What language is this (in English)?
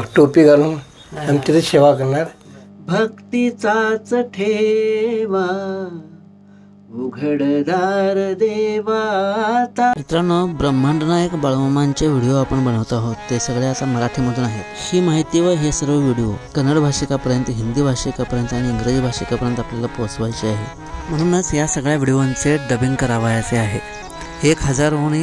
Marathi